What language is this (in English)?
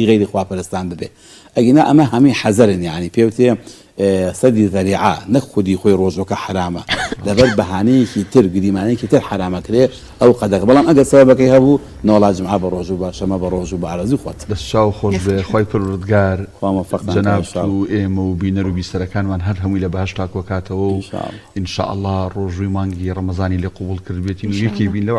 Central Kurdish